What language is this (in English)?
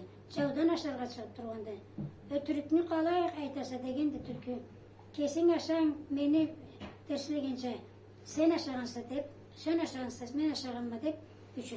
Karachay-Balkar